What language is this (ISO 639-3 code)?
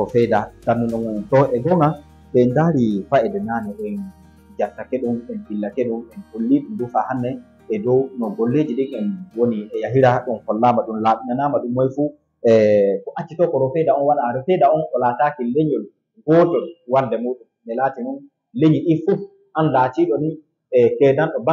ful